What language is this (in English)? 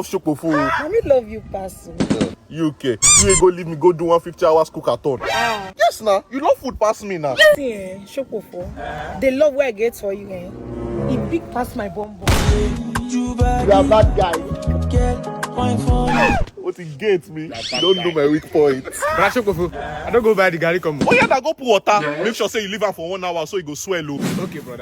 Nigerian Pidgin